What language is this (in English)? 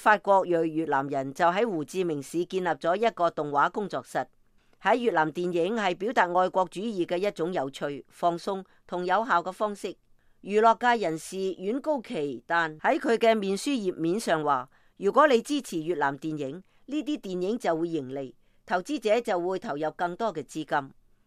Cantonese